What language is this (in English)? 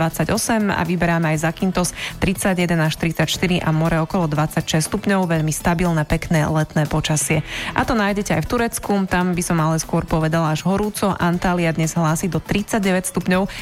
Slovak